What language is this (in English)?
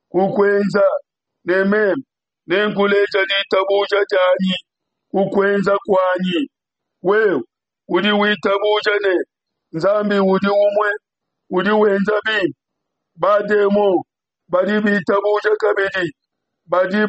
Luba-Lulua